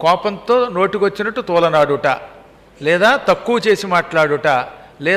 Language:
Telugu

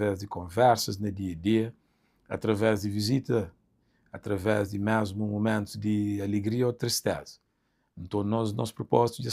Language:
Kabuverdianu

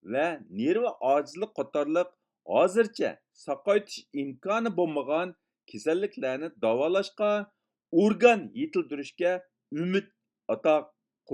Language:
Uyghur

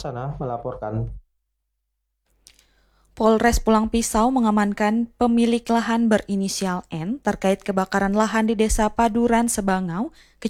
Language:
Indonesian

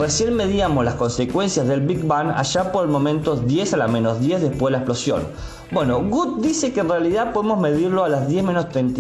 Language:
Spanish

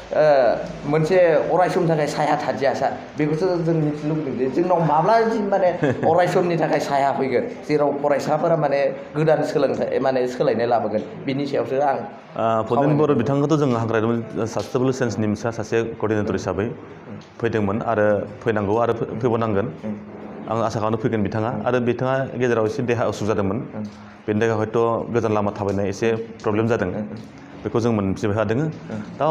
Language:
Bodo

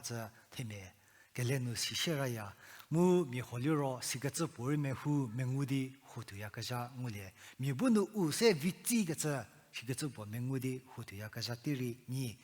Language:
Angami Naga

